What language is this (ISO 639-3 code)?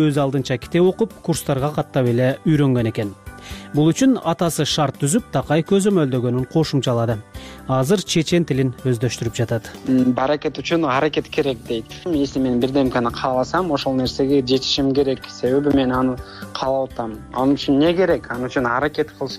kir